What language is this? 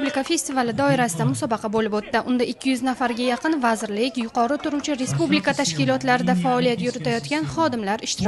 Uzbek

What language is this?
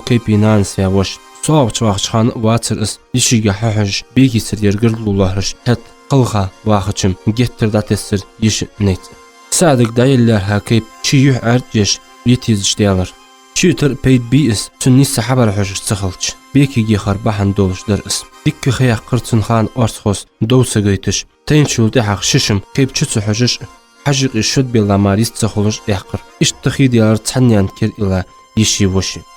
Ingush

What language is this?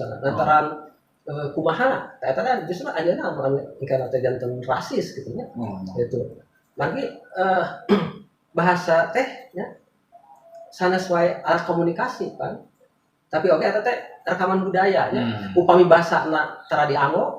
Sundanese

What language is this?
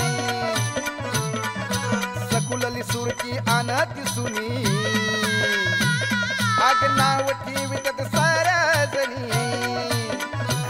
Marathi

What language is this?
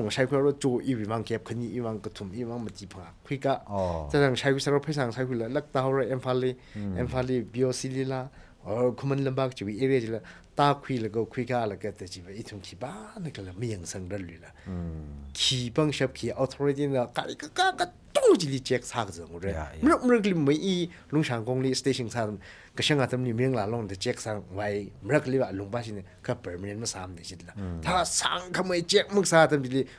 Tangkhul Naga (India)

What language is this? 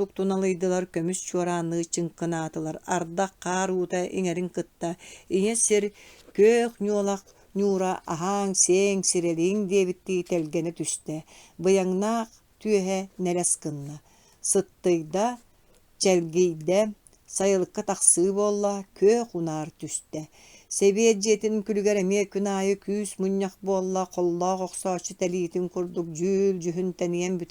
Yakut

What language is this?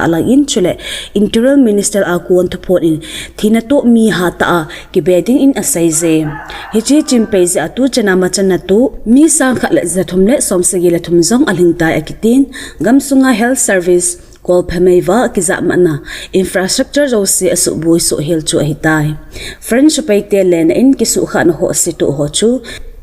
Thado Chin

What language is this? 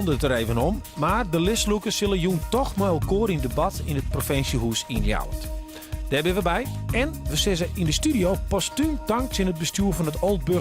Western Frisian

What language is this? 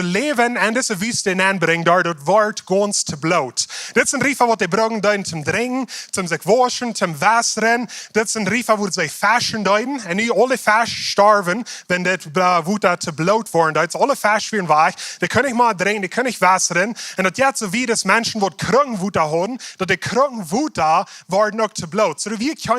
Plautdietsch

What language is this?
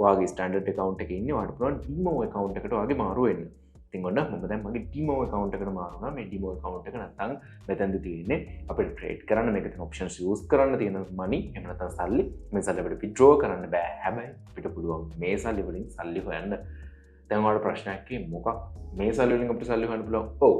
Sinhala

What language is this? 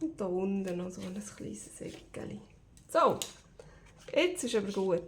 Swiss German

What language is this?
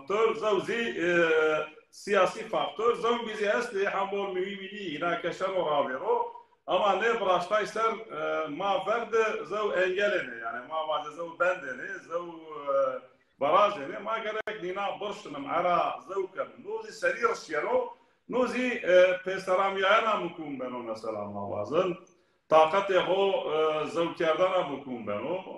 Zaza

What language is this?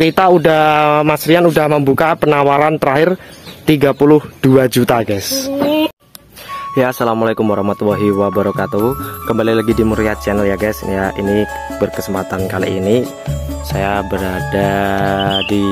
Indonesian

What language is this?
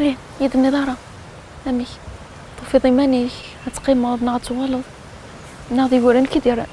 Kabyle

